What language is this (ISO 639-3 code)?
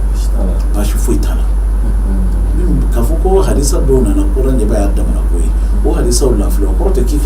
bam